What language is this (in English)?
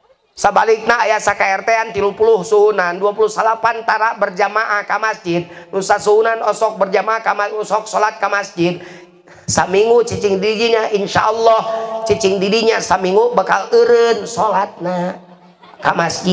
Sundanese